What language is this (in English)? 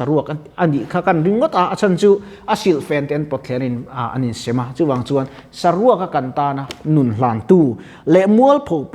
Mizo